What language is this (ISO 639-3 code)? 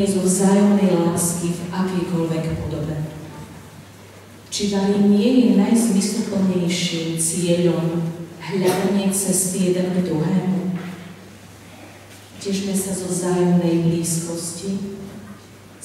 slk